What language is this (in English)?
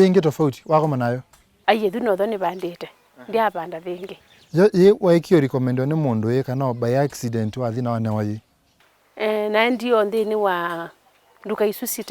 Kamba